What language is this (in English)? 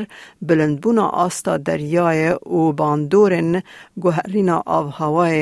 Kurdish